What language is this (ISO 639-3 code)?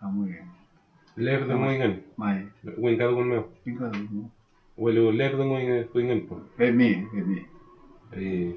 arn